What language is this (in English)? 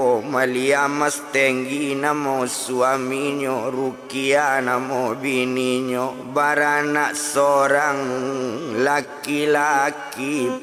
Minangkabau